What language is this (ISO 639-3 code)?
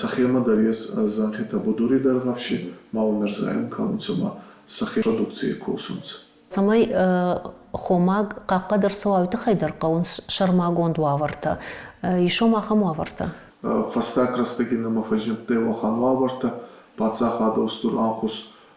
oss